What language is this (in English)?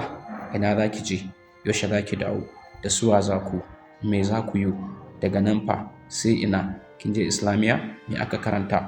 Hausa